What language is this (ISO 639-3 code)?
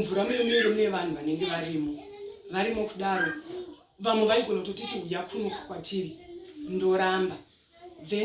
sna